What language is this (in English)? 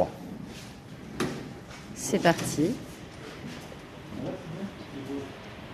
French